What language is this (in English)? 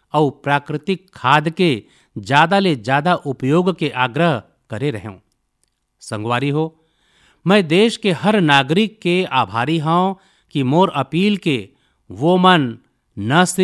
Chhattisgarhi